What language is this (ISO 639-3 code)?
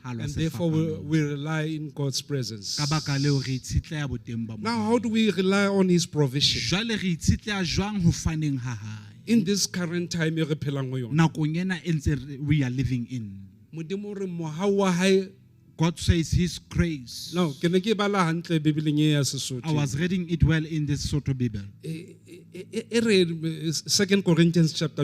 sot